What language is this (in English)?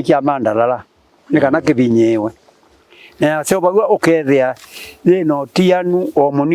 Kamba